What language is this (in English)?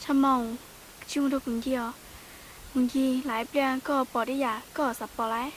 Hmong